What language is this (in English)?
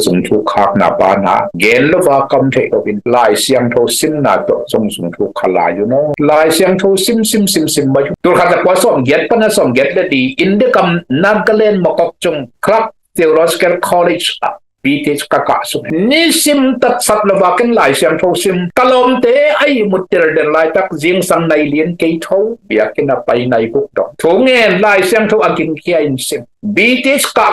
Tedim Chin